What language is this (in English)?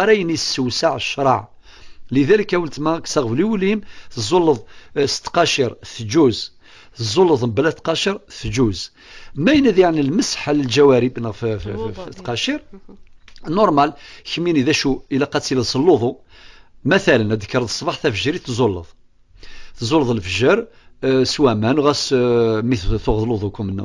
Kabyle